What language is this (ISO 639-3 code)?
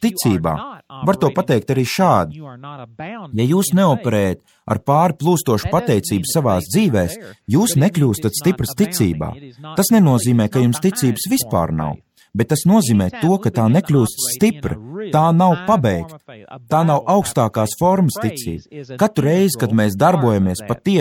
lav